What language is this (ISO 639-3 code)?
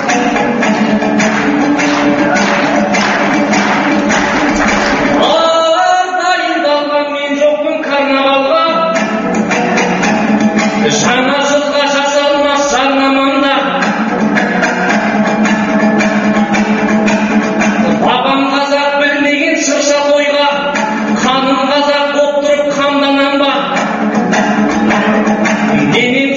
kaz